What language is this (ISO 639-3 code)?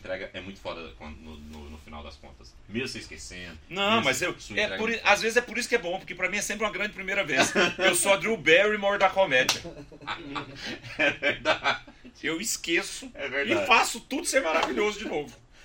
por